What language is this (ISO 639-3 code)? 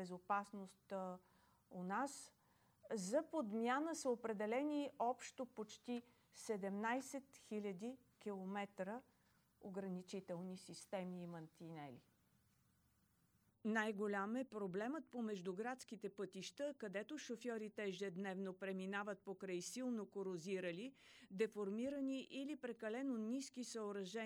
bul